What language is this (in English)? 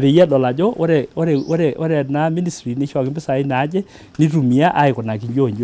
Masai